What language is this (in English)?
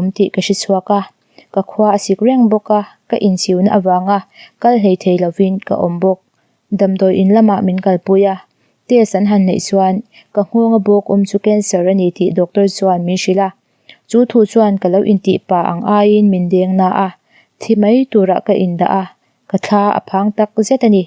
Mizo